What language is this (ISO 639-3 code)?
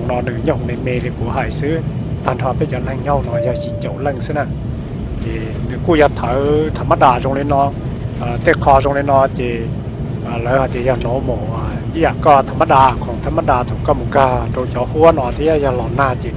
hmn